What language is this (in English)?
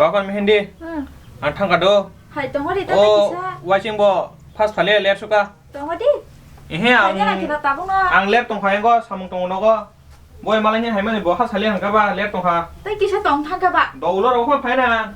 Kok Borok